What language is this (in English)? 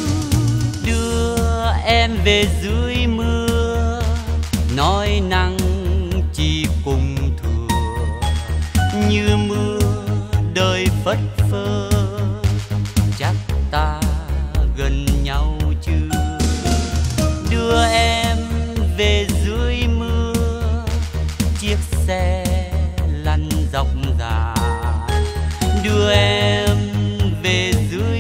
Vietnamese